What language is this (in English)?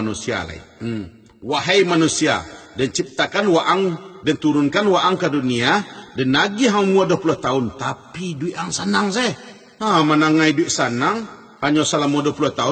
Minangkabau